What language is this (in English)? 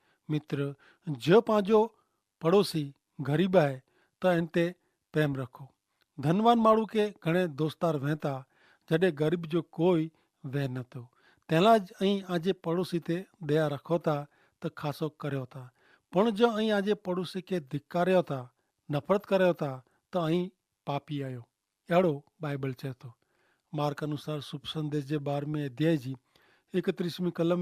Kachhi